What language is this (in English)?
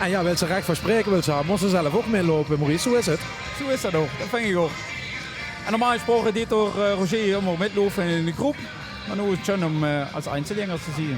Limburgish